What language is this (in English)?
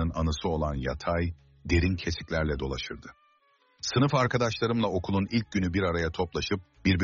Turkish